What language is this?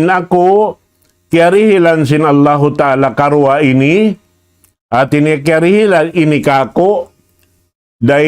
Tausug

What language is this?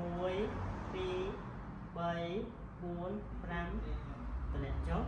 Khmer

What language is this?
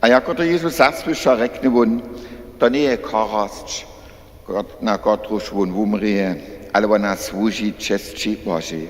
Upper Sorbian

